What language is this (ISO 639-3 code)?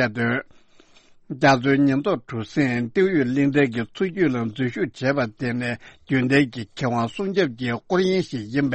bod